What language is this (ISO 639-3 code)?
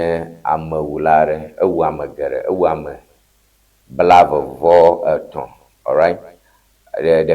ewe